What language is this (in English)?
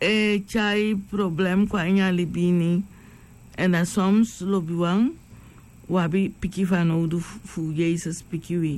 Sranan Tongo